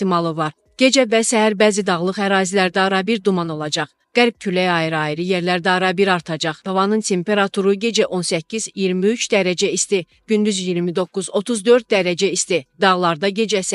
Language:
Azerbaijani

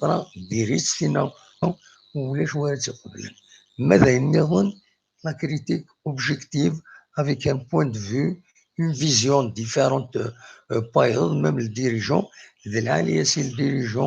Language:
Kabyle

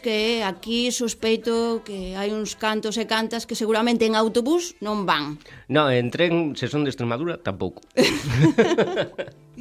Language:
Galician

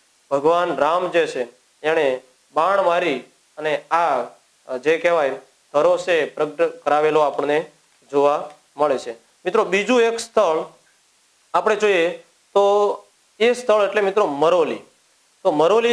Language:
Gujarati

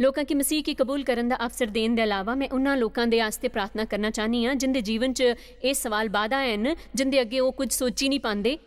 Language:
Dogri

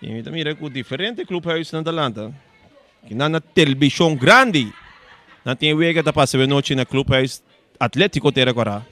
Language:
Papiamento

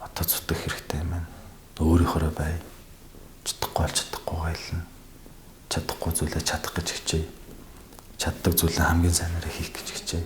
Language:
Mongolian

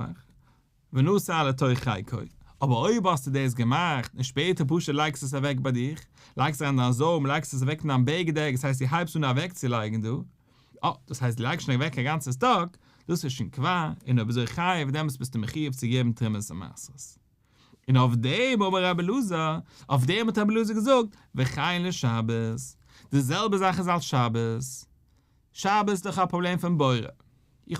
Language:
Yiddish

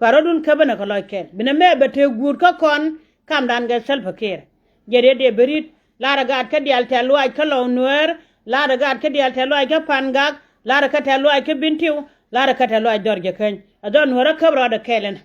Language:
Nuer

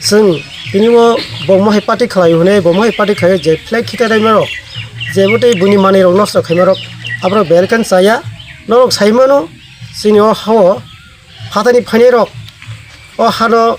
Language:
Kok Borok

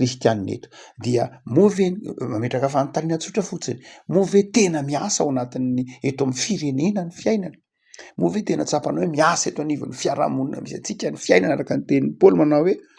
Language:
Malagasy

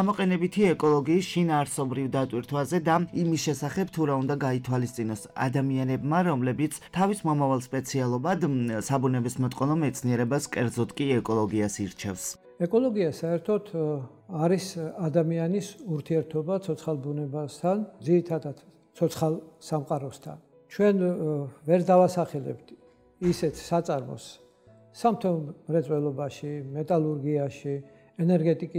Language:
Georgian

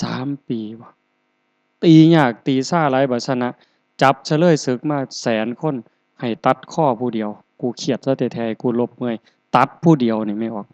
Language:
Northeastern Thai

